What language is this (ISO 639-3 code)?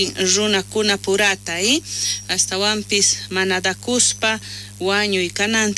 quh